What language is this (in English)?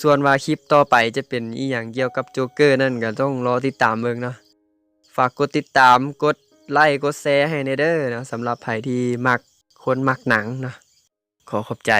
Lao